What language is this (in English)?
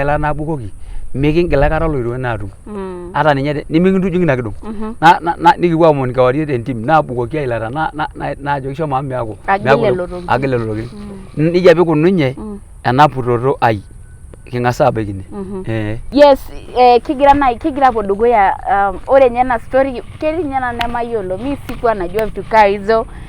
Masai